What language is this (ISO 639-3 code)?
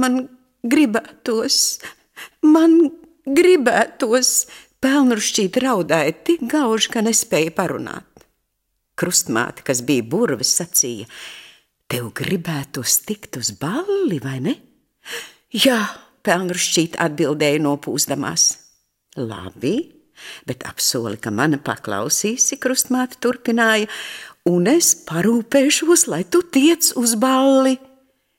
lav